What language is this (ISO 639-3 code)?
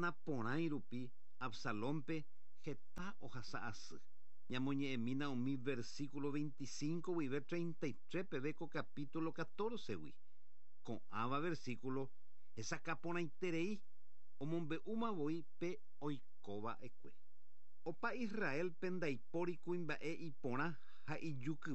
grn